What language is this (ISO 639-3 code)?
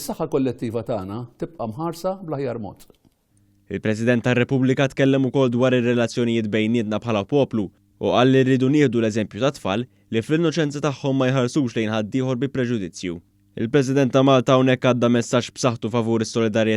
mlt